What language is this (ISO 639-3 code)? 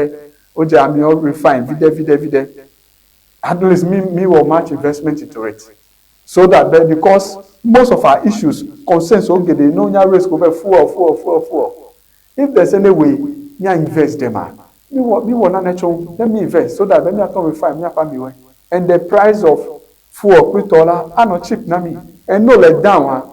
ewe